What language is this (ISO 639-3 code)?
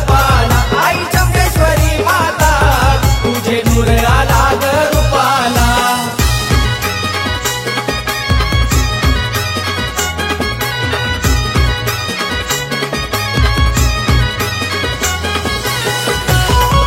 mar